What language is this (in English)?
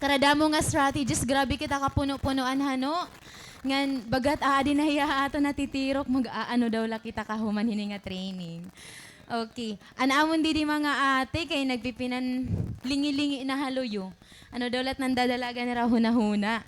Waray